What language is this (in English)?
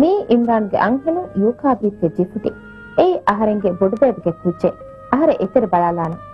Divehi